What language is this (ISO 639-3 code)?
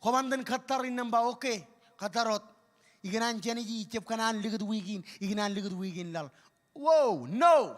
mah